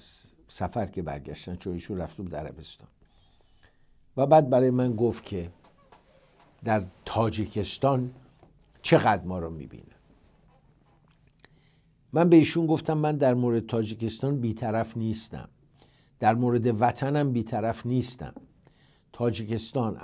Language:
Persian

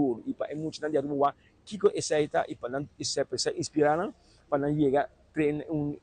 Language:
Papiamento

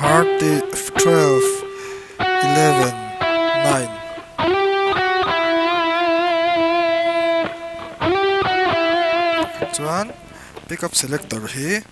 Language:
Mizo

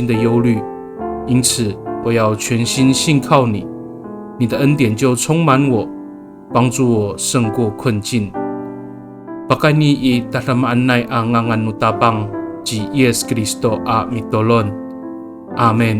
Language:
Amis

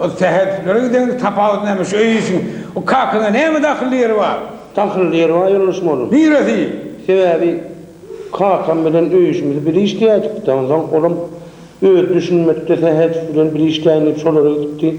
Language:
Turkmen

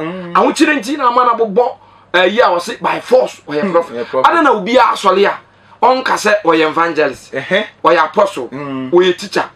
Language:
Akan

